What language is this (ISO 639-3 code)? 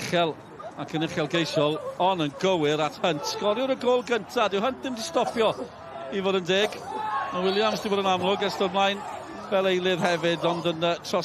cym